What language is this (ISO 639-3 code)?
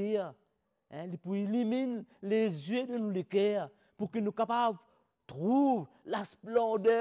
mfe